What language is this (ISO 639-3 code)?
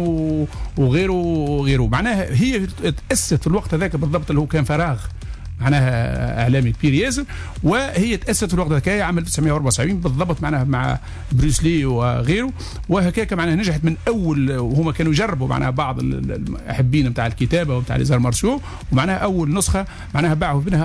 aeb